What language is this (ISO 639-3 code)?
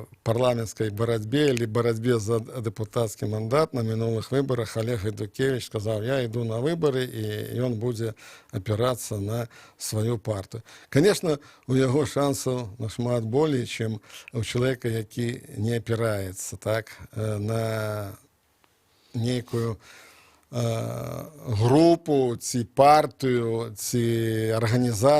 bel